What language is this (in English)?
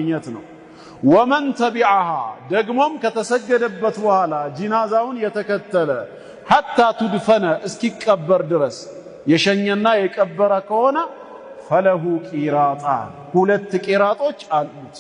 Amharic